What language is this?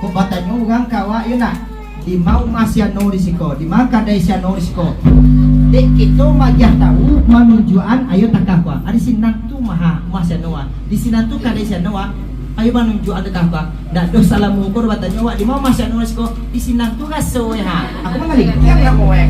Minangkabau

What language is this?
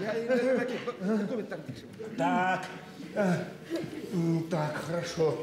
Bashkir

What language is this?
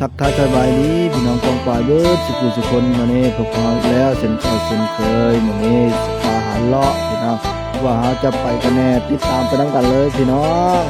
Northeastern Thai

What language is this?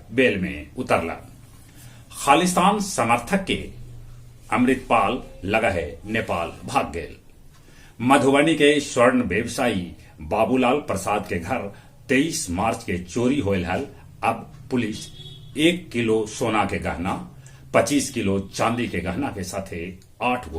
Magahi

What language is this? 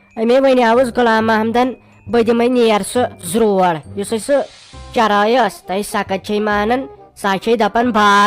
Kashmiri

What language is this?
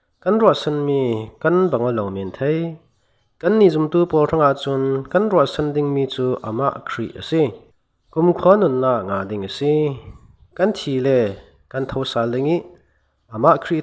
Falam Chin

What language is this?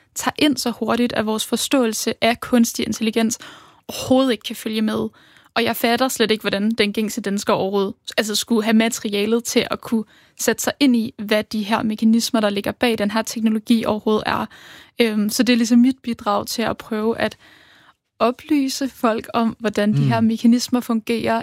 Danish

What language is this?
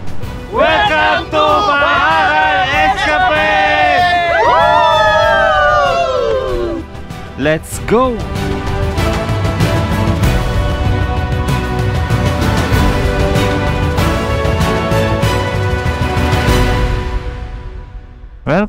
Filipino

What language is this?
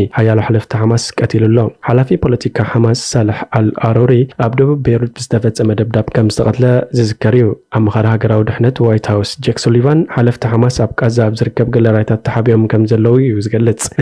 Tigrinya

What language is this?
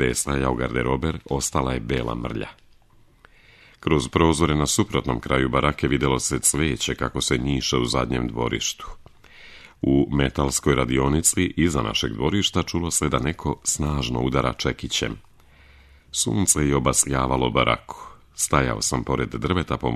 Serbian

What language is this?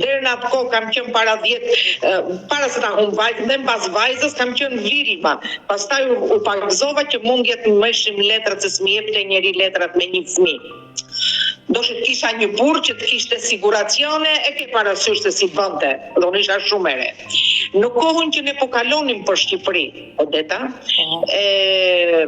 Albanian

